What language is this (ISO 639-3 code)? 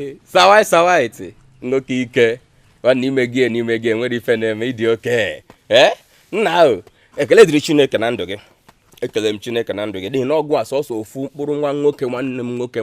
ibo